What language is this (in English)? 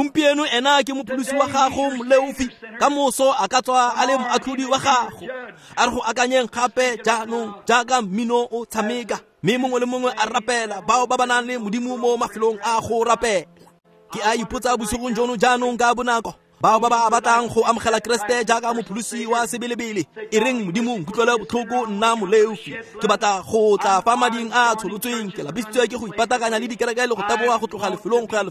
Tswana